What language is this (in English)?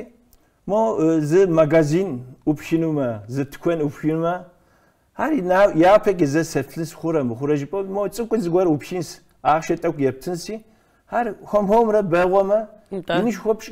Kabardian